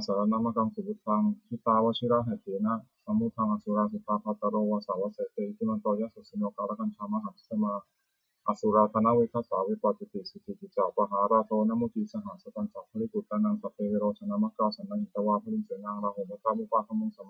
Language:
Pali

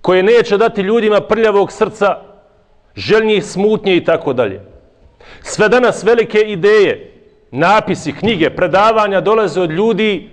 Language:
Bosnian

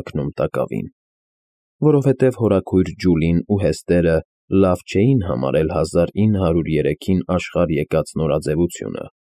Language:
Armenian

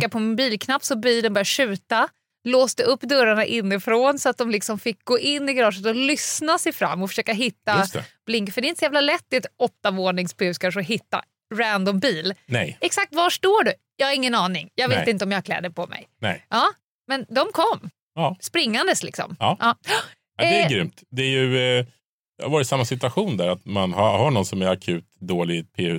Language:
Swedish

